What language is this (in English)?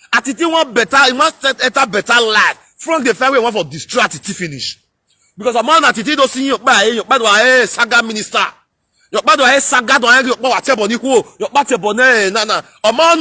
Nigerian Pidgin